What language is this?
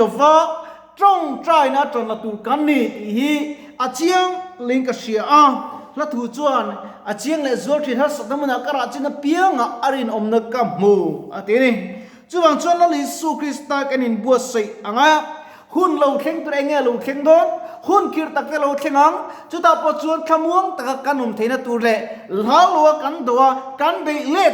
Mizo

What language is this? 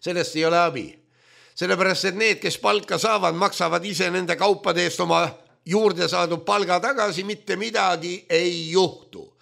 Estonian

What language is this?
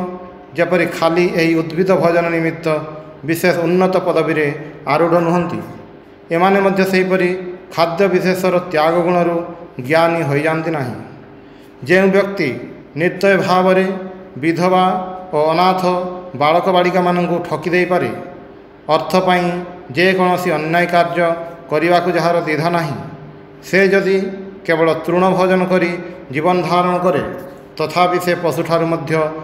Odia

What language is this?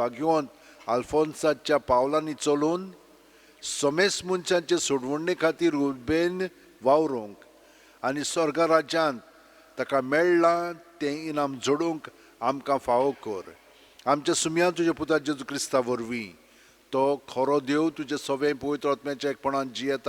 Konkani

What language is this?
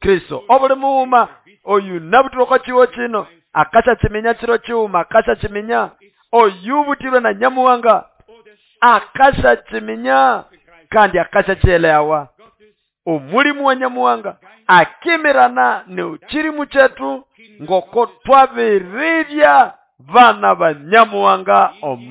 Nande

